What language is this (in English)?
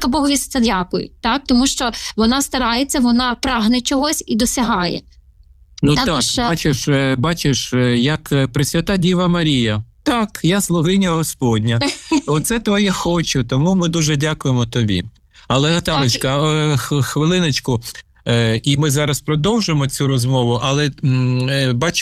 Ukrainian